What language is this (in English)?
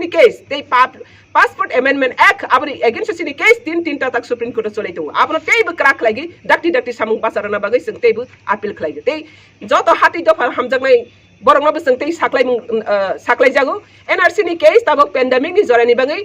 Kok Borok